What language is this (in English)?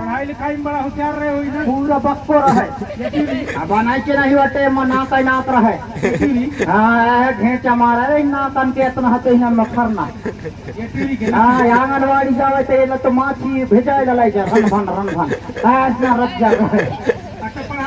Chhattisgarhi